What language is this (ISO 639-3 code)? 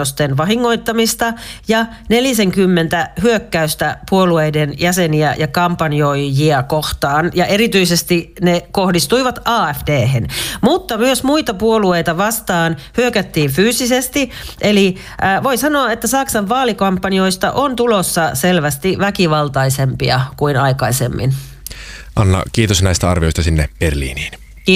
fin